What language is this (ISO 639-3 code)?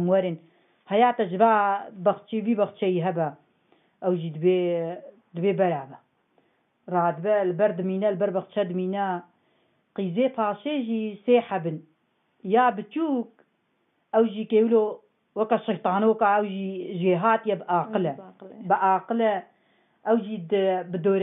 kur